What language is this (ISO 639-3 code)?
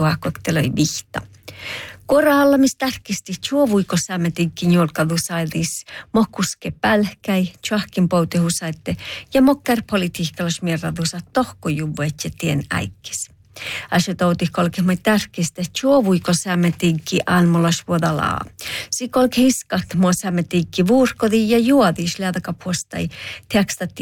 sme